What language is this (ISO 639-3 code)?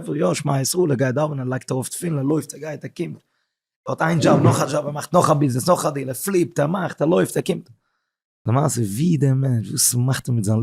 yid